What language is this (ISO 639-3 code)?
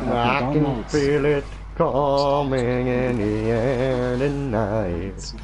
gsw